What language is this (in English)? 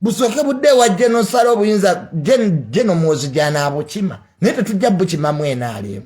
Ganda